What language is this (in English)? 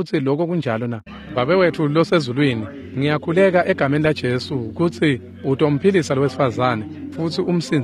Swati